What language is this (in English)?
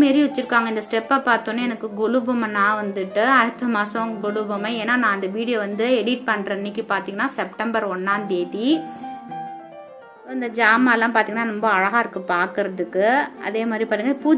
Tamil